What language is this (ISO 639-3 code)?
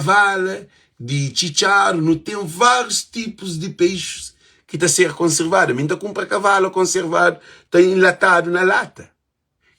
kea